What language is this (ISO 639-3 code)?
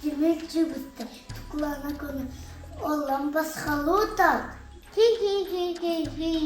sah